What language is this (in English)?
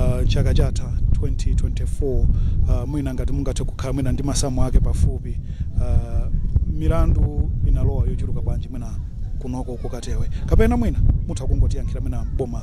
Nyanja